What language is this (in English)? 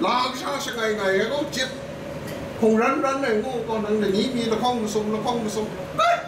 Kachin